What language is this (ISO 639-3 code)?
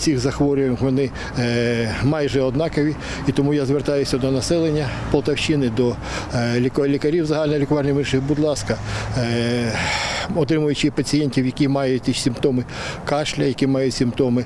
ukr